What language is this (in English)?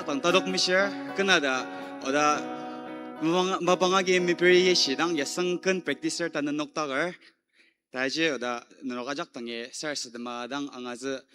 Ao Naga